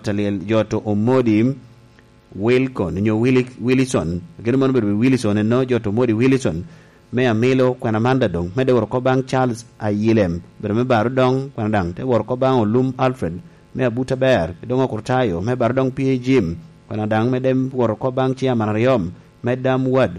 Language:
Lango (Uganda)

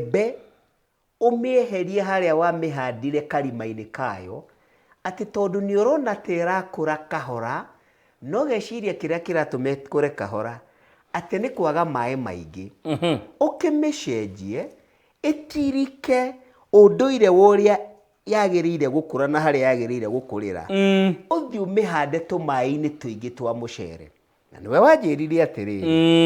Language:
Kikuyu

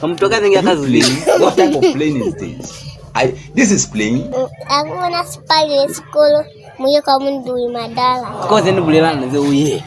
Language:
Lozi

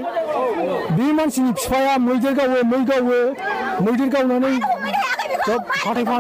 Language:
Bodo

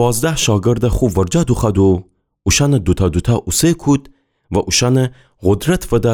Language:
Gilaki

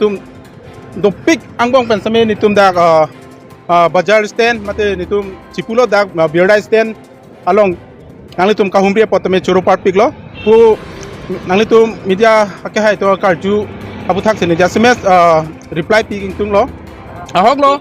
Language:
Karbi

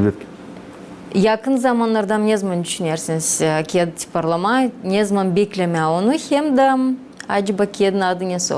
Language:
Gagauz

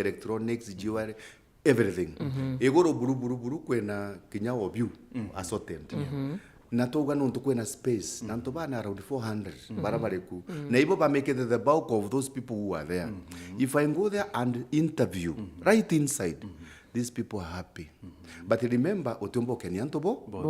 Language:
Meru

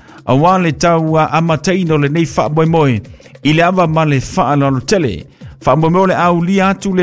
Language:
Samoan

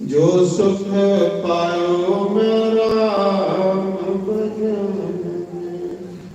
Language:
Dogri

